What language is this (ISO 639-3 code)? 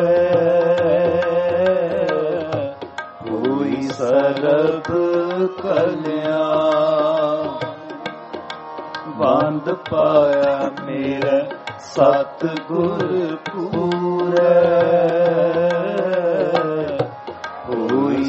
pan